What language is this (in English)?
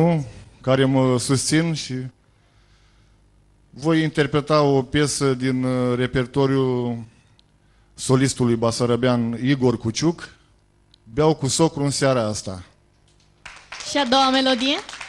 Romanian